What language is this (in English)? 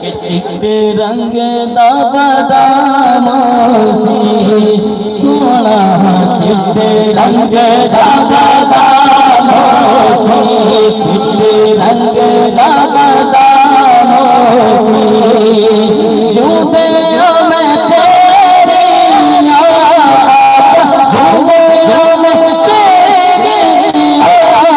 Saraiki